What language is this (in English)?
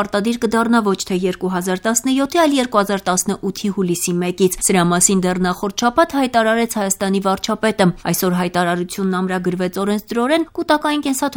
Armenian